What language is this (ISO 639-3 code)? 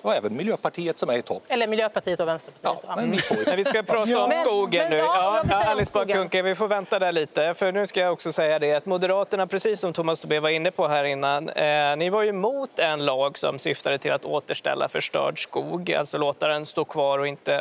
swe